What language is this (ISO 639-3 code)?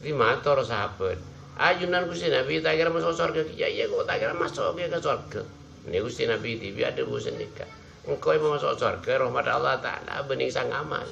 mad